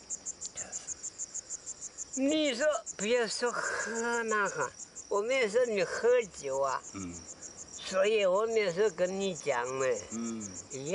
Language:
Chinese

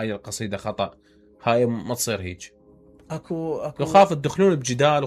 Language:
Mesopotamian Arabic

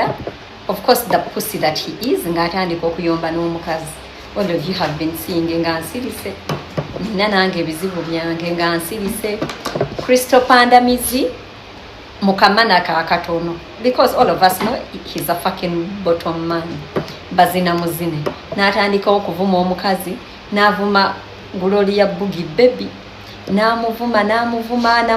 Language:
Ganda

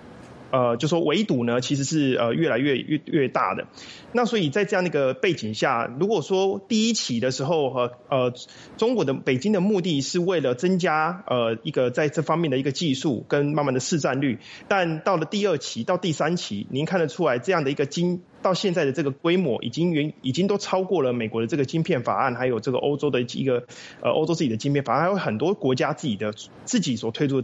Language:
Chinese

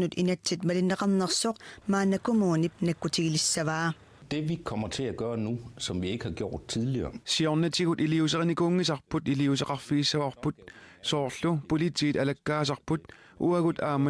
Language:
Kalaallisut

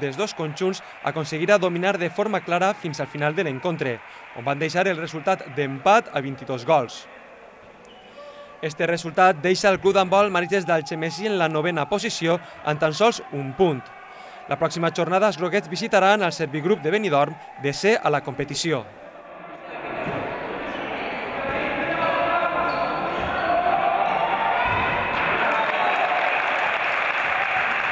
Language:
Catalan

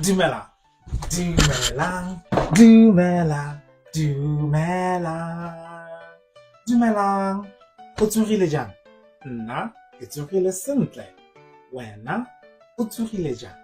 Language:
Tswana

